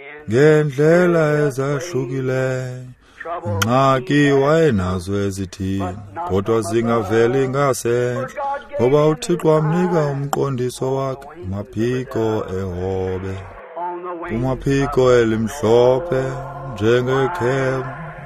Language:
Xhosa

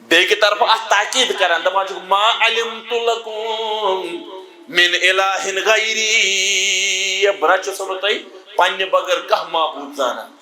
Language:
Kashmiri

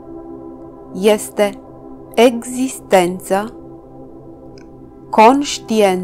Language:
Romanian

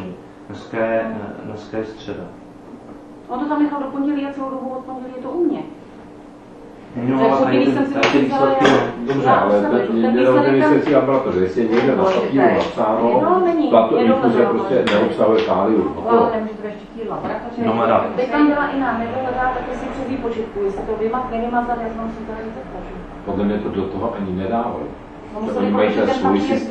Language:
Czech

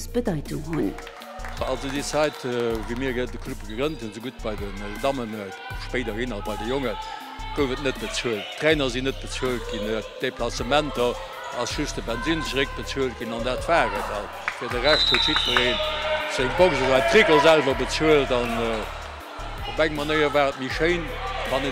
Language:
Luxembourgish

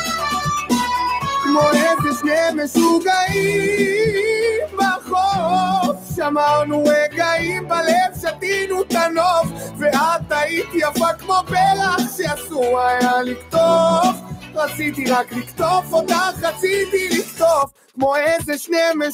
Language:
Hebrew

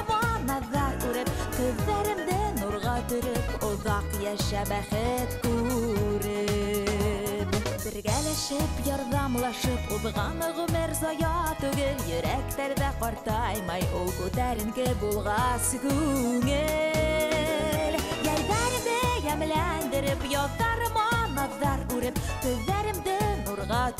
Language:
Bashkir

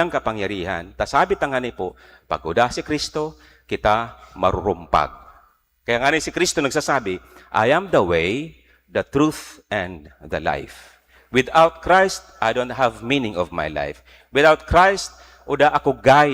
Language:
Bikol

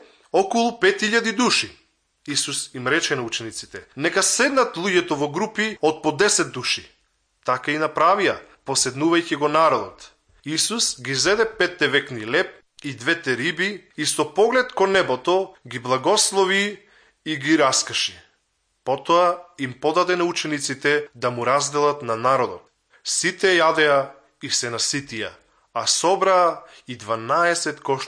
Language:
Macedonian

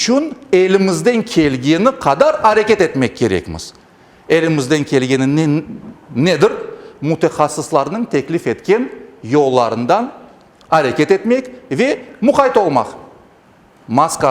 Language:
Crimean Tatar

